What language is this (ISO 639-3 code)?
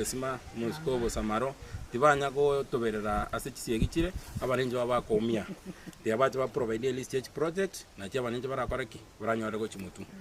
guz